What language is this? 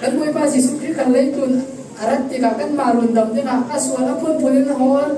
Falam Chin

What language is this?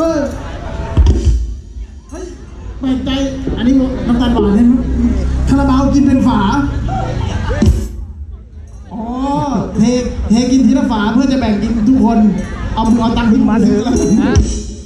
Thai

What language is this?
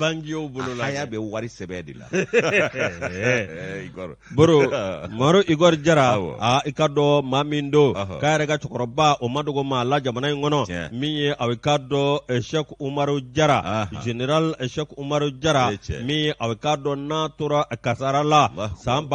Bambara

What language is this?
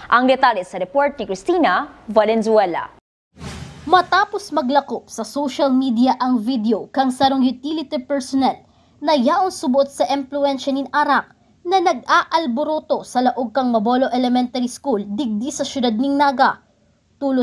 Bikol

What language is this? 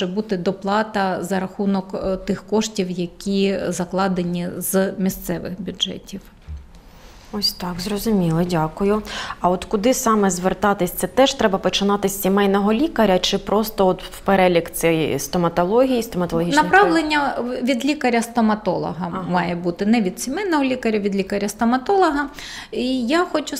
Ukrainian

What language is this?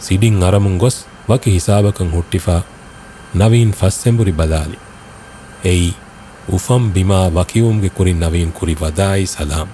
Divehi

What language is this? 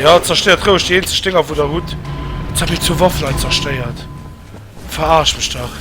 Luxembourgish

